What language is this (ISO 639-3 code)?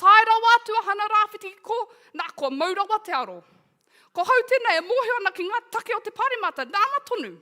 mri